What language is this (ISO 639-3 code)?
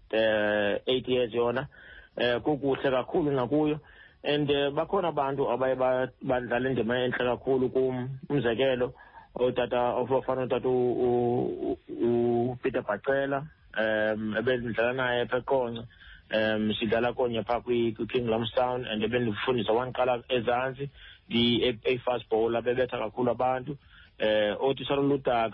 xho